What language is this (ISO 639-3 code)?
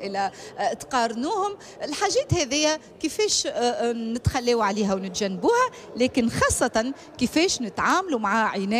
aeb